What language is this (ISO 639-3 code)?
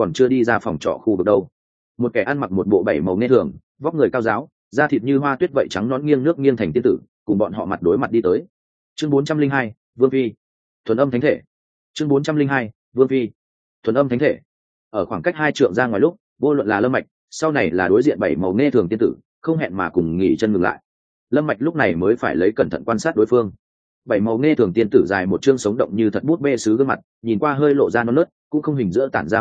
vie